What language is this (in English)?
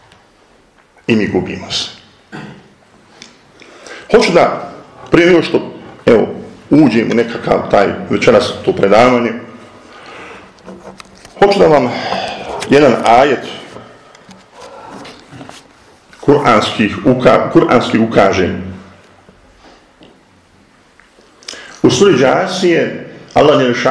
Bosnian